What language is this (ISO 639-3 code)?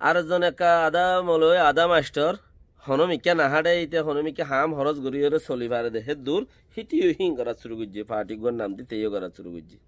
rhg